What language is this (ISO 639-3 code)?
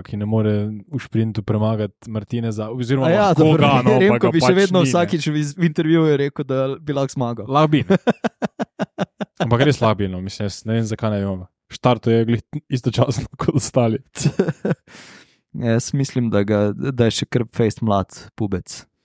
slv